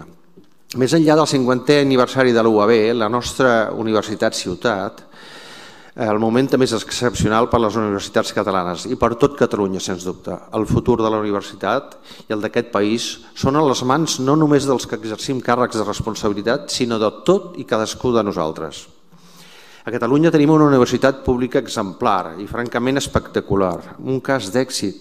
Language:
Catalan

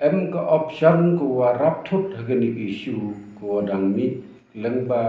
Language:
Pnar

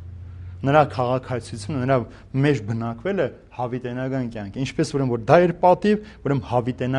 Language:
Armenian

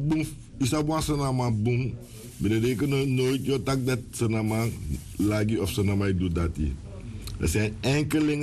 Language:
Sranan Tongo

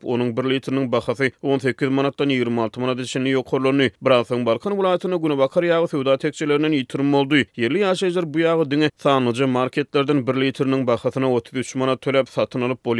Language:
Turkmen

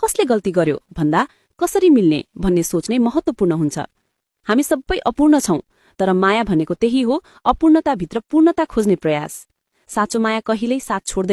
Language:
Nepali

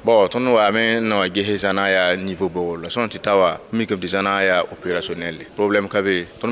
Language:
Mossi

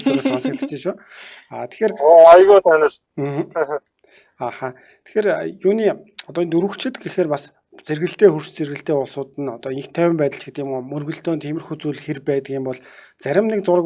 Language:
Mongolian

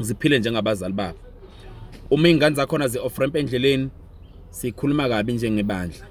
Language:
Zulu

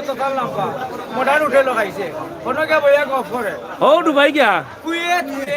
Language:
Sylheti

